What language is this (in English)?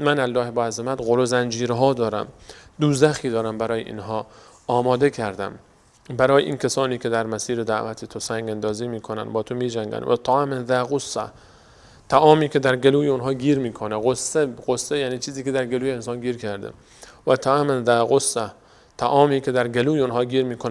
Persian